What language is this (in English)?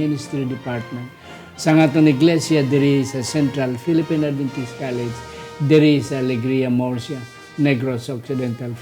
Hiligaynon